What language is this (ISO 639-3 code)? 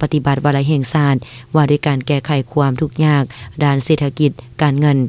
lao